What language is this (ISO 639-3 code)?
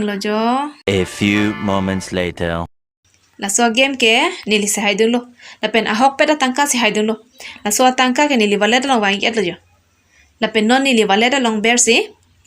mjw